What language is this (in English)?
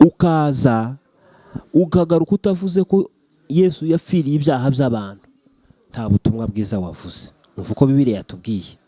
Kinyarwanda